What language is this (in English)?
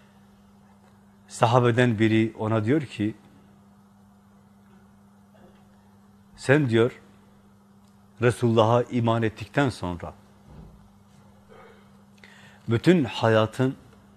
Turkish